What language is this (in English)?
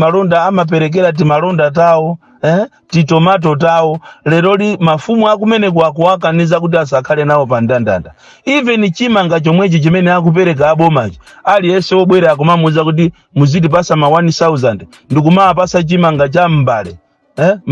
Nyanja